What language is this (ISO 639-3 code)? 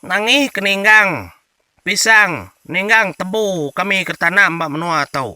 iba